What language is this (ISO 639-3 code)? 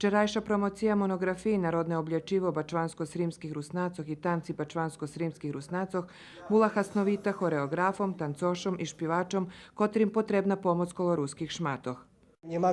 rue